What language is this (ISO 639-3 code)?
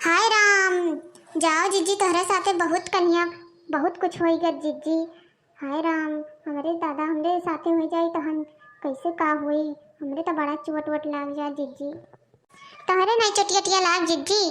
awa